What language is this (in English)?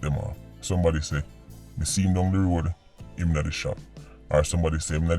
Jamaican Creole English